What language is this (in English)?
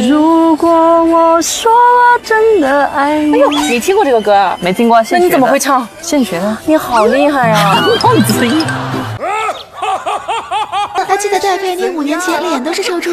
Chinese